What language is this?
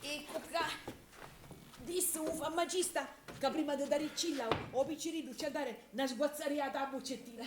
Sicilian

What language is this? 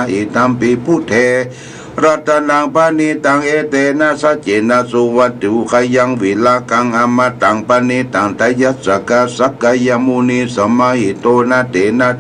Pali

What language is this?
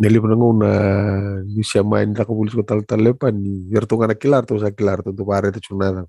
Fijian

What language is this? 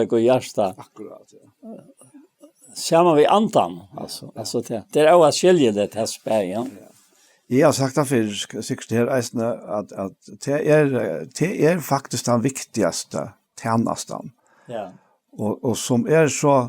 Faroese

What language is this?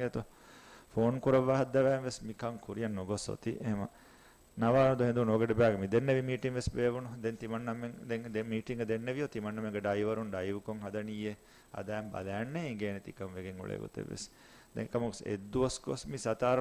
Divehi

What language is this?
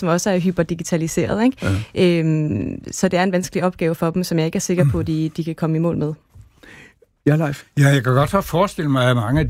Danish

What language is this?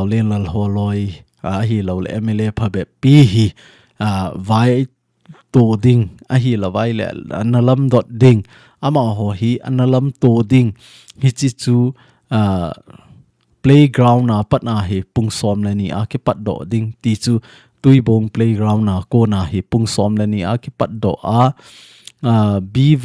Thado Chin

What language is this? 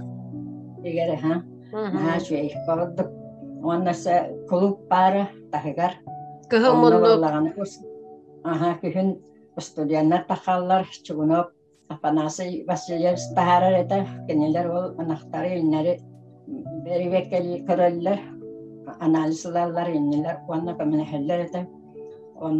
Yakut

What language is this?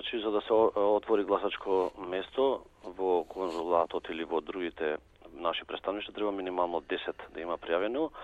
Macedonian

